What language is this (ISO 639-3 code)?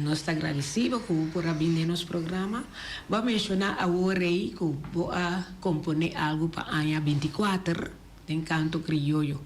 pap